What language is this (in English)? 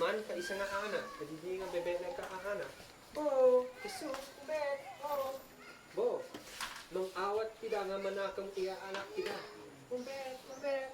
Isnag